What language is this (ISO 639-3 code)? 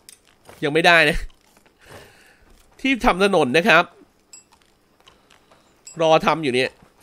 tha